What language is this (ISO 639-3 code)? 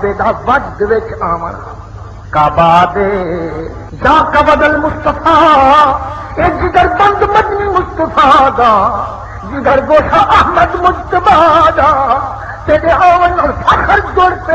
skr